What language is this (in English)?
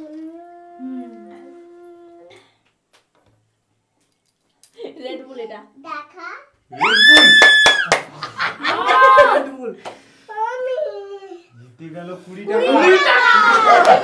Bangla